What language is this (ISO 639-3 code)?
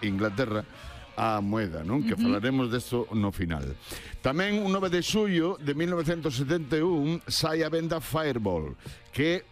glg